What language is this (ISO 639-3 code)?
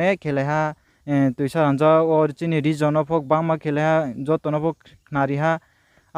ria